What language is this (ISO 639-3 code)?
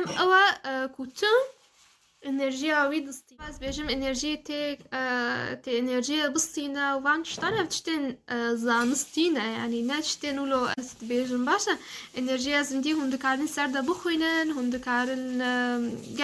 kur